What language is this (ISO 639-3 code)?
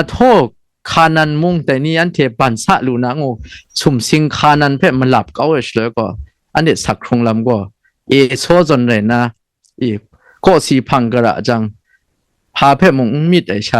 kac